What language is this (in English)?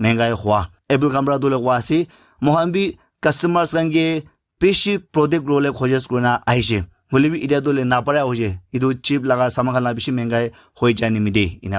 Naga Pidgin